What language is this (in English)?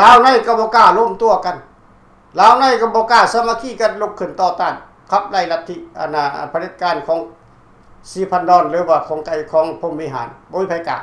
Lao